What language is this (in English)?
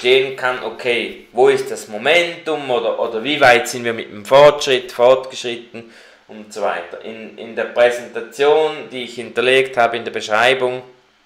German